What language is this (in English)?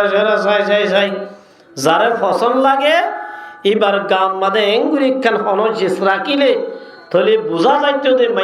Rohingya